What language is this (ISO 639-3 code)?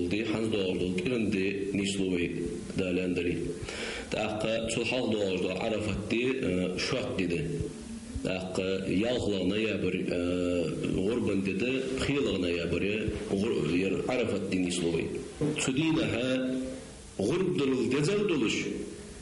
inh